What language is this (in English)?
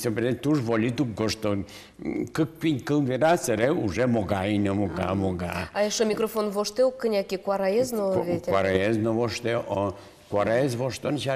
Udmurt